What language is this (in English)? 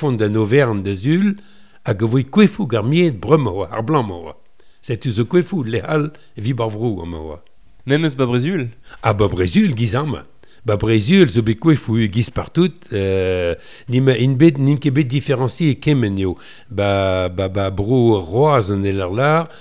Breton